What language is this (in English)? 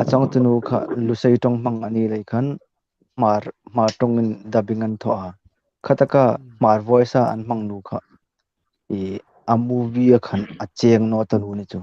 Hmar